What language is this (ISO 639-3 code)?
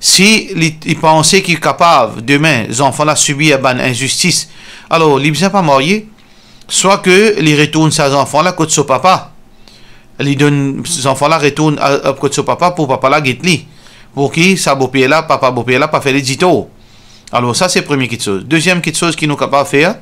mfe